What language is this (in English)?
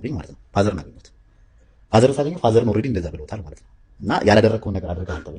Amharic